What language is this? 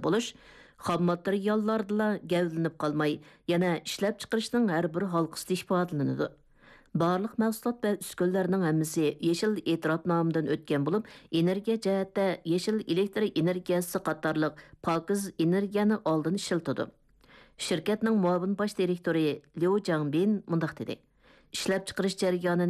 Uyghur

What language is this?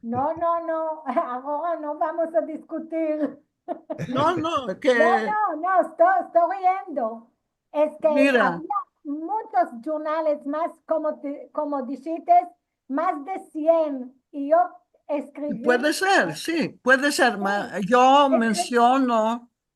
Ladino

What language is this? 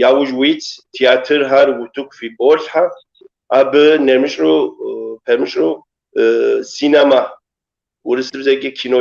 Kabardian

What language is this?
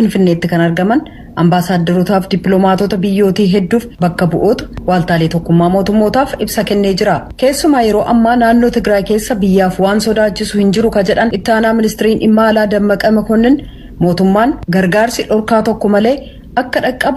Oromo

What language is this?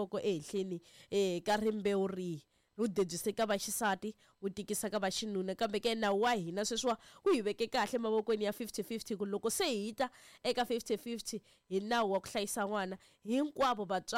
Tsonga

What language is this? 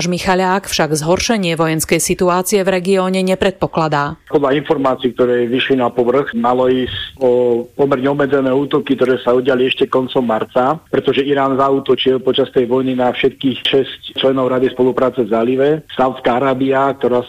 Slovak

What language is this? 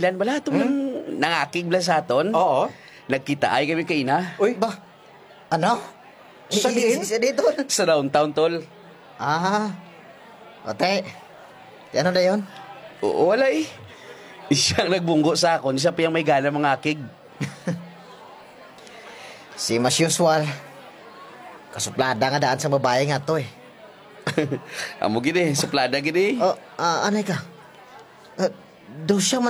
Hiligaynon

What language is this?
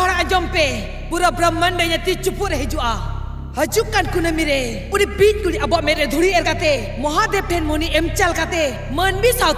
Santali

